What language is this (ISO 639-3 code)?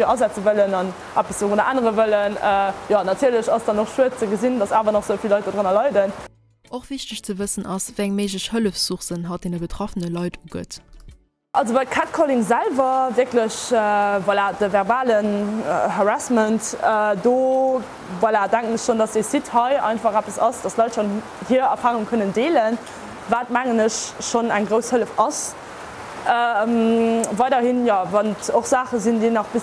ltz